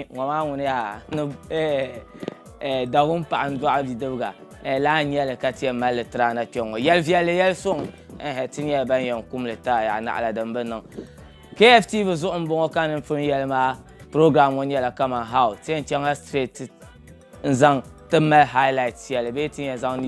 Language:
Dagbani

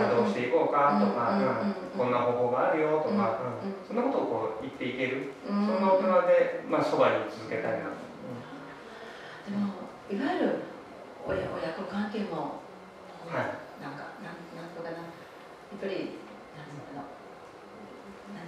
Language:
Japanese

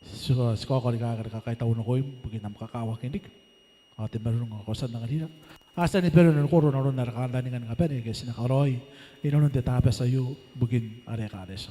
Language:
Gilbertese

